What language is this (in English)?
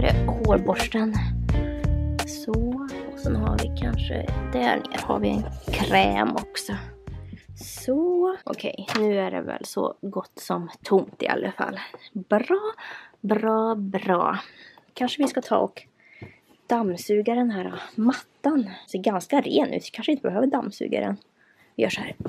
Swedish